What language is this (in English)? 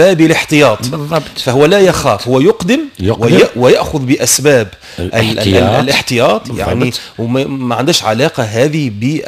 Tunisian Arabic